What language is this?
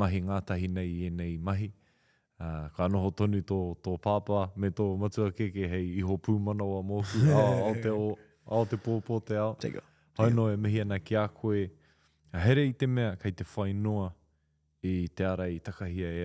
Māori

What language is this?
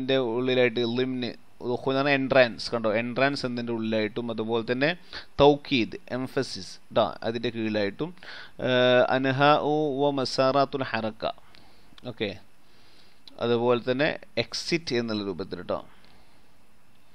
Malayalam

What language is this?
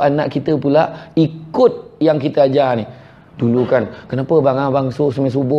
Malay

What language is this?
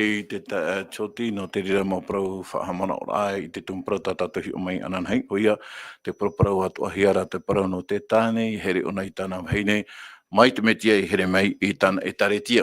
Tahitian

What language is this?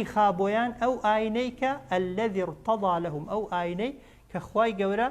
Central Kurdish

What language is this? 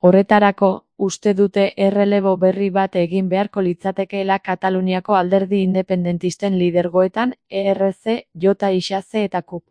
Basque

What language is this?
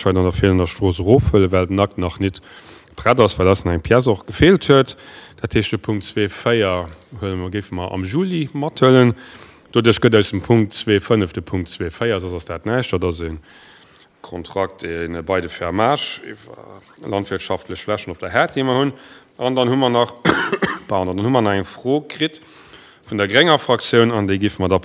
Luxembourgish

